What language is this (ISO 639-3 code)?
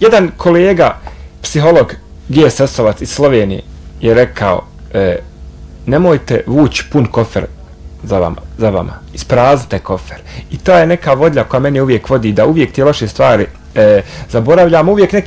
bos